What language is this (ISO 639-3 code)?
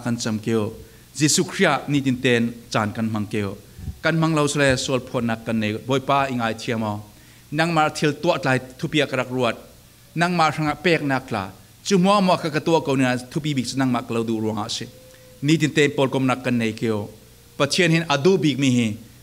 cfm